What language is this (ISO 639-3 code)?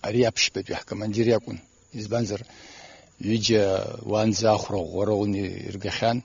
abk